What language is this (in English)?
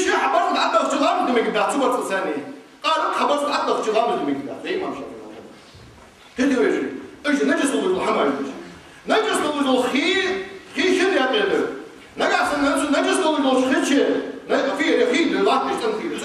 Ingush